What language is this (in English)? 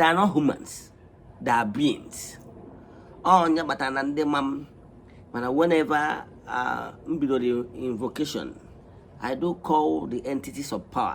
Igbo